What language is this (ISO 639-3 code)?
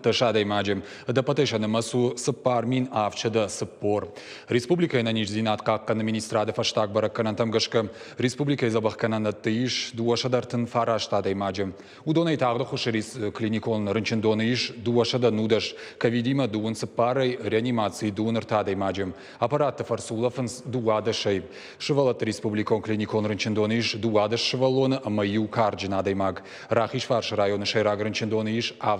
oss